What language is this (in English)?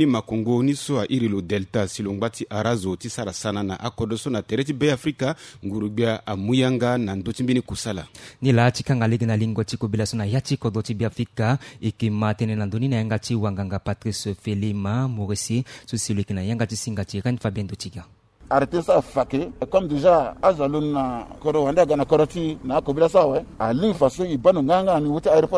Sango